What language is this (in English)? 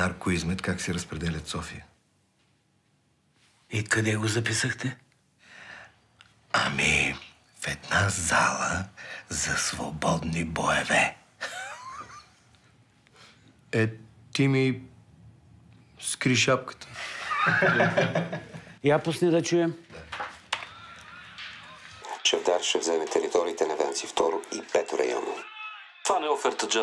Bulgarian